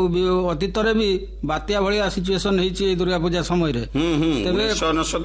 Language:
Odia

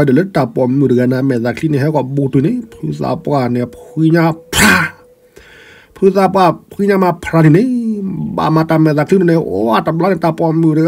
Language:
S'gaw Karen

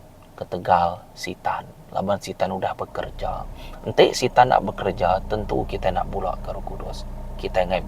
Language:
Iban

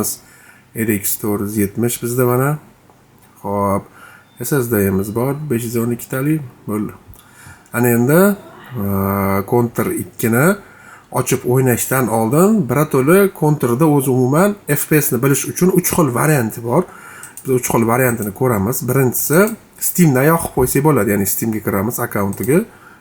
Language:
Uzbek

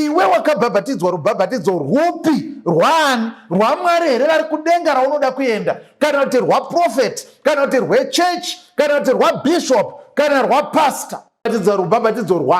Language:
Shona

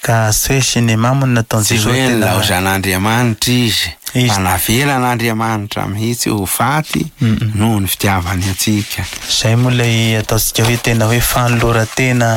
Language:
Malagasy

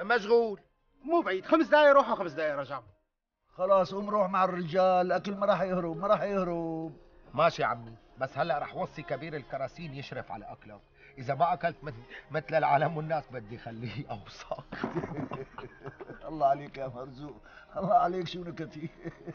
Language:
North Levantine Arabic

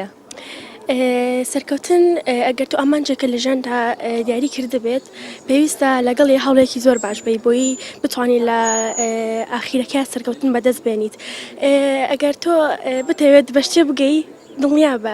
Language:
Central Kurdish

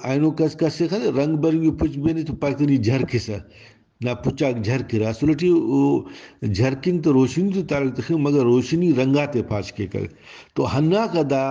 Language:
Brahui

